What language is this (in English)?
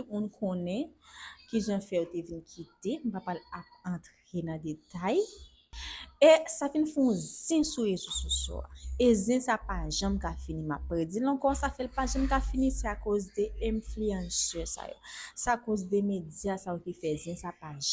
Haitian Creole